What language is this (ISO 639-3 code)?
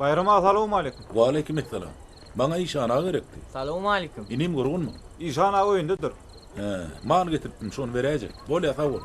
tuk